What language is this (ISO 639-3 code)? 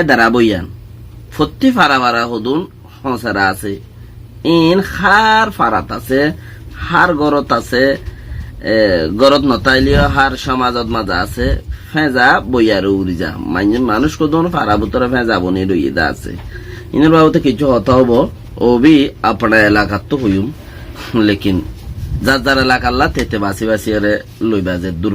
rhg